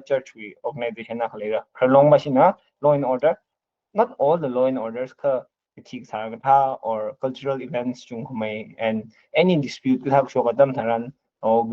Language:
Tangkhul Naga (India)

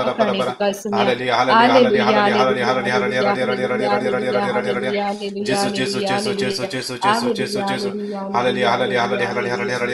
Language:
Konkani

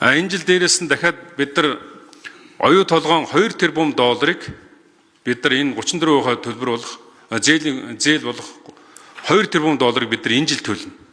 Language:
Mongolian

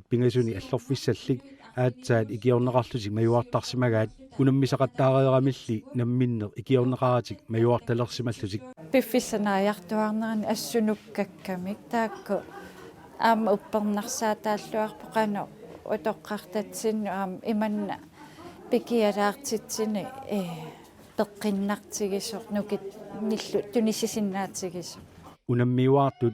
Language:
Kalaallisut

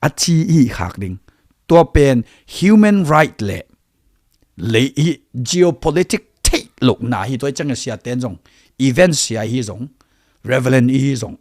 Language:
Tedim Chin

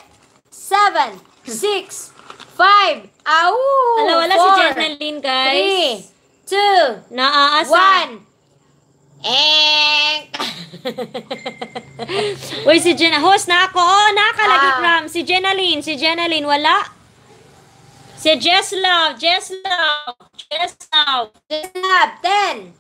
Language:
Filipino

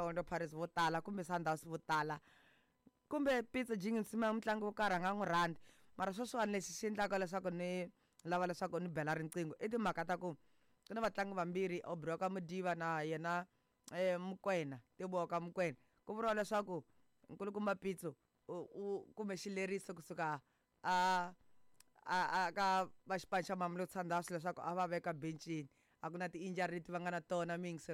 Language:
Tsonga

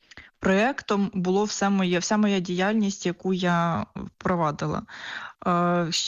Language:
Ukrainian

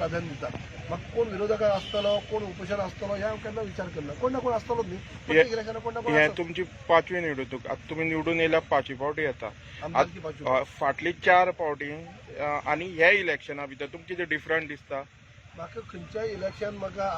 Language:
Konkani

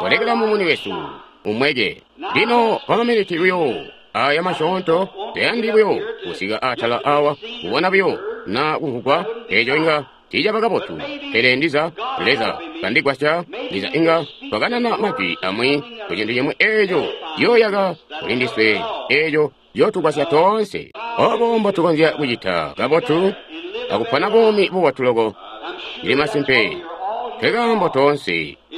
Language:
Tonga (Zambia)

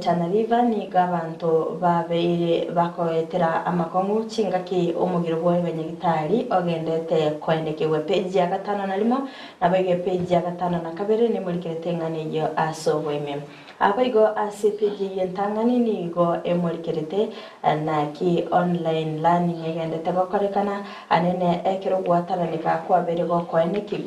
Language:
Gusii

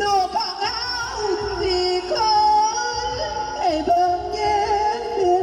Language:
Northeastern Thai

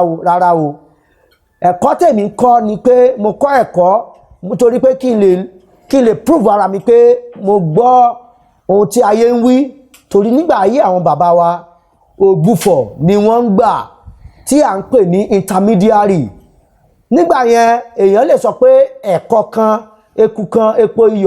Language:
Yoruba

